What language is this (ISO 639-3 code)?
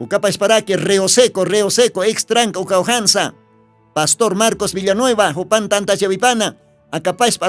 aym